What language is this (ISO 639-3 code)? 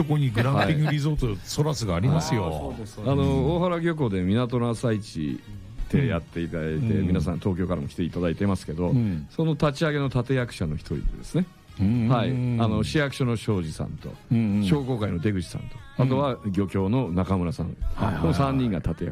jpn